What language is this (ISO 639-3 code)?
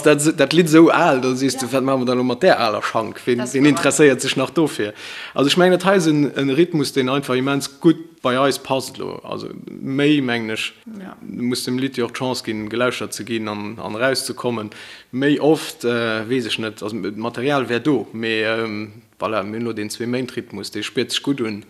ltz